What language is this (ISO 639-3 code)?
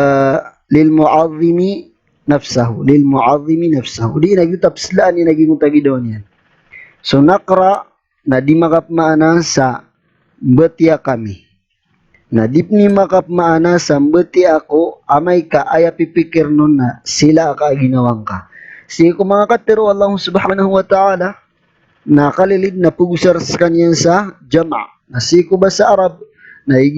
mrw